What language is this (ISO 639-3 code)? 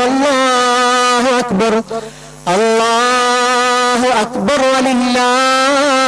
mal